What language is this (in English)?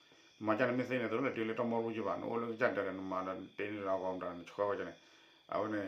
S'gaw Karen